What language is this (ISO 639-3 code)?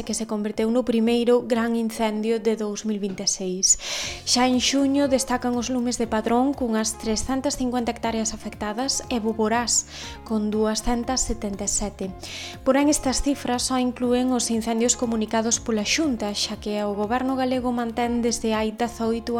glg